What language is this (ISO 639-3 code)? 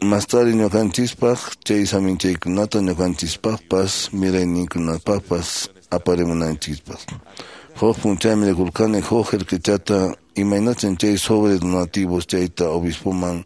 que